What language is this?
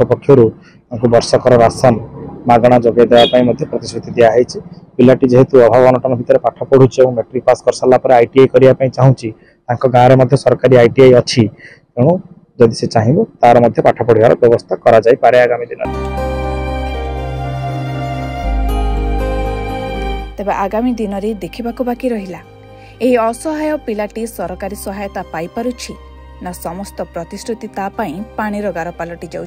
Odia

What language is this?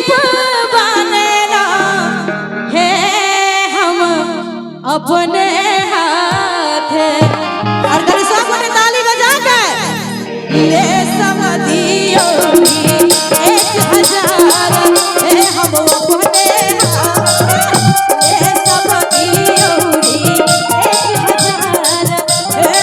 Maithili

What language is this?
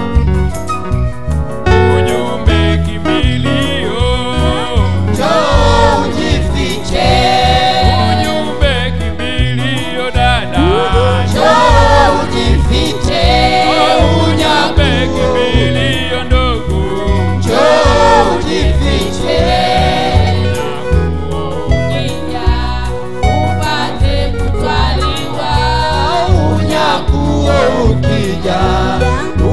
Swahili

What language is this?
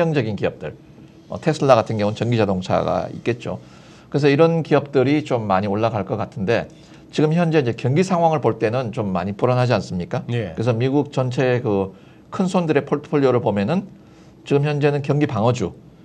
Korean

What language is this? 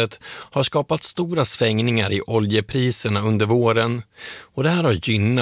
Swedish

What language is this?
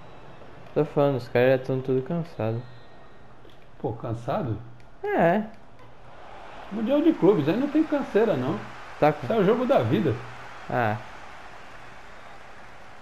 Portuguese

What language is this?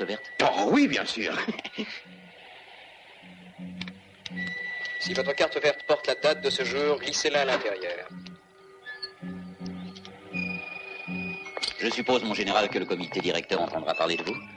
French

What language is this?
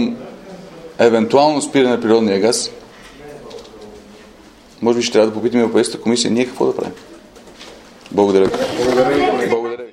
Bulgarian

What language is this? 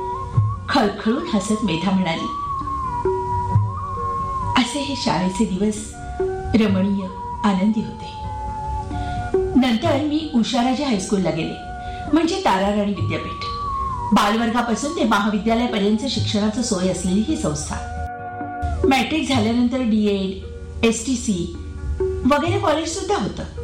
Marathi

